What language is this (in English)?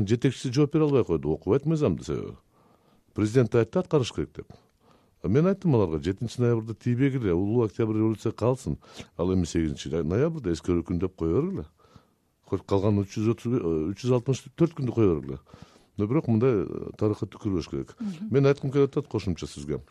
Kyrgyz